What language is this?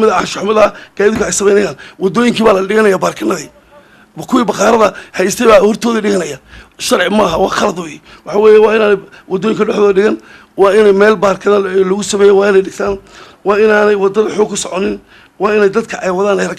Somali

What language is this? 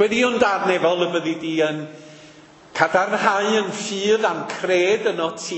Welsh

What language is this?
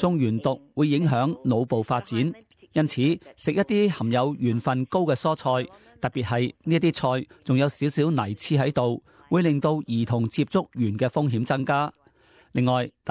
Cantonese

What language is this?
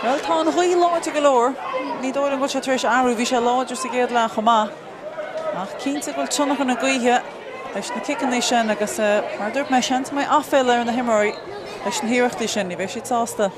Irish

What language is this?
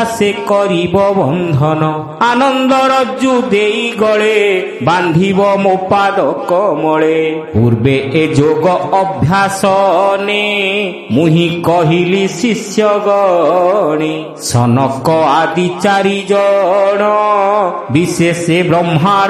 Odia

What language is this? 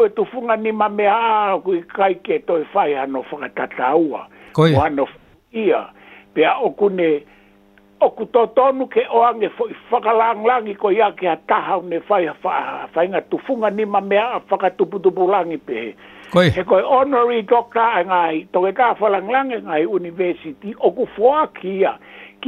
Tongan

